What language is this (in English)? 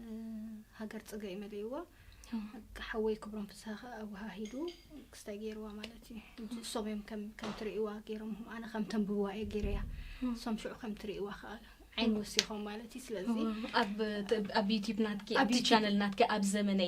Tigrinya